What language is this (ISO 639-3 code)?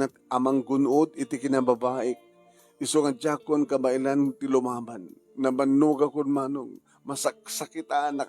ilo